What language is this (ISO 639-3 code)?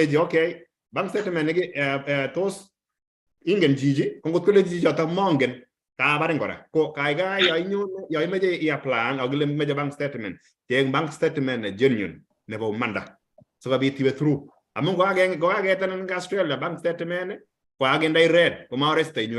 kln